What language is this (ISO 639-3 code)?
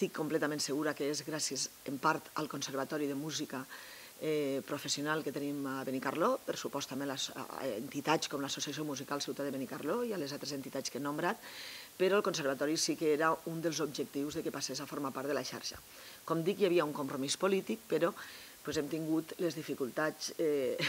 cat